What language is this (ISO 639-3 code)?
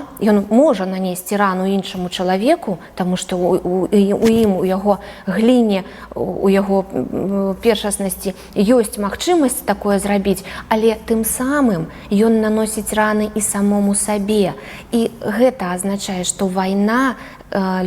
bel